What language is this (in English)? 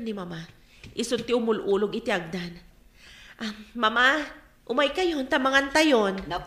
Iloko